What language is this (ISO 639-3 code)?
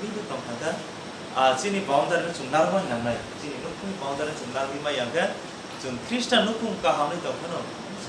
trp